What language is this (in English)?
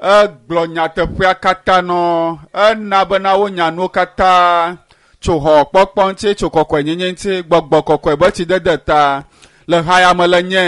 Ewe